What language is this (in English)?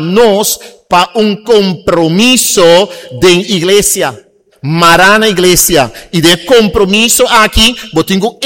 Papiamento